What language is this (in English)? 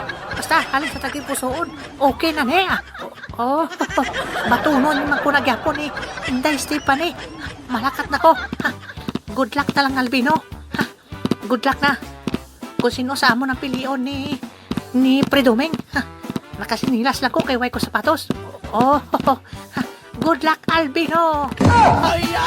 Hiligaynon